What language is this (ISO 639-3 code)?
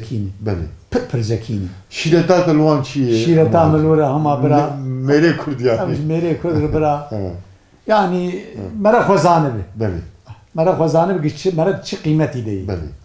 kur